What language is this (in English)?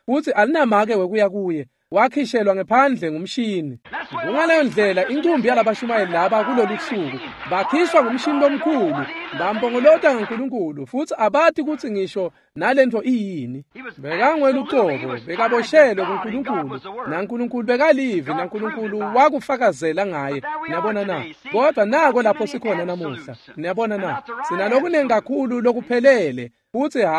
Swati